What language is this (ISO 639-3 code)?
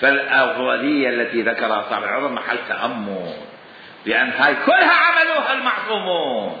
acm